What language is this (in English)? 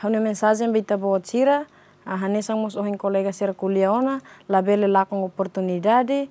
Tetum